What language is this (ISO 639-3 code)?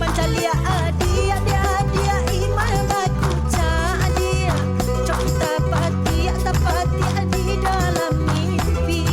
min